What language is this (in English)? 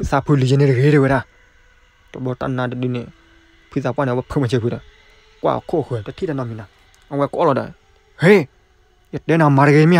S'gaw Karen